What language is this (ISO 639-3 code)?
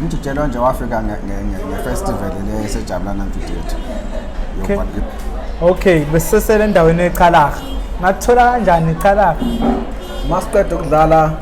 zul